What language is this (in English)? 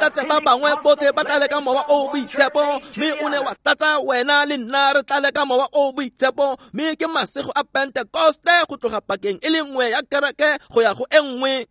Tswana